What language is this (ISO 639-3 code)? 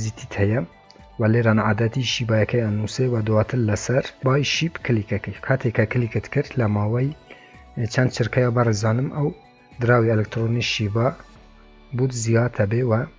ckb